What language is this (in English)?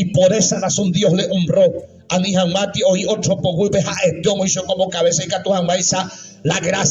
Guarani